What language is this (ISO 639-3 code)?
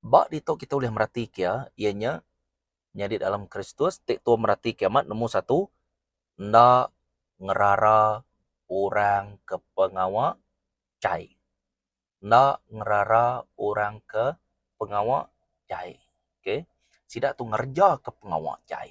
iba